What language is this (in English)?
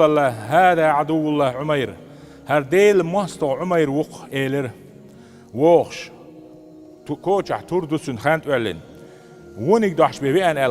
Chechen